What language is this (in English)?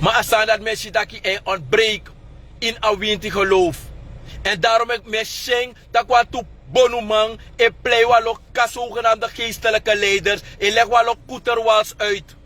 Sranan Tongo